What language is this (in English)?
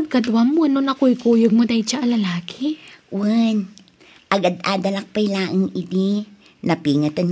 Iloko